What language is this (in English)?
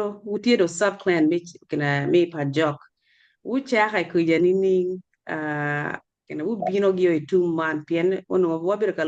Acoli